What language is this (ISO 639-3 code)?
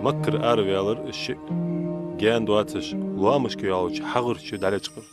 inh